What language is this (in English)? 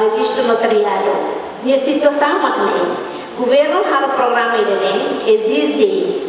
Tetum